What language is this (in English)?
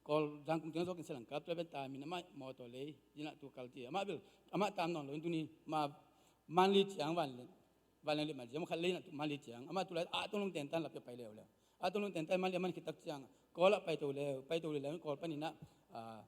Tedim Chin